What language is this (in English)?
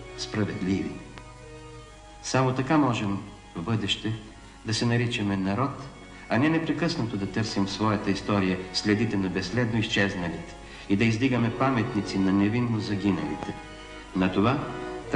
Bulgarian